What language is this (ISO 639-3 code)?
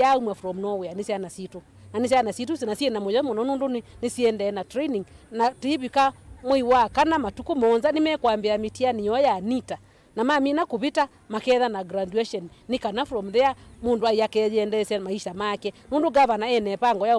kam